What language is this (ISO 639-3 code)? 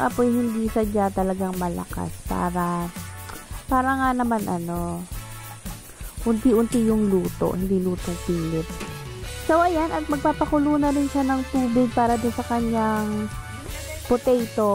fil